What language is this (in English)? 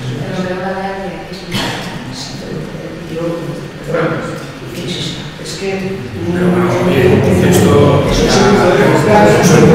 Spanish